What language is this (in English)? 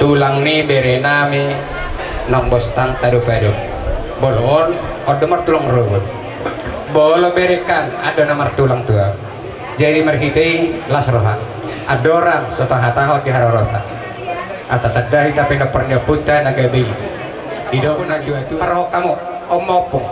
Batak Toba